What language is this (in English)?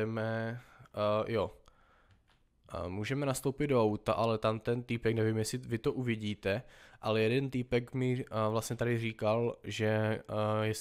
Czech